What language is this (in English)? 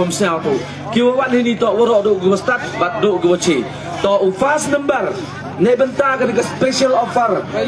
Khasi